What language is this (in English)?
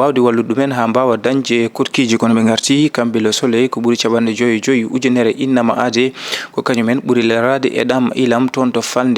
Fula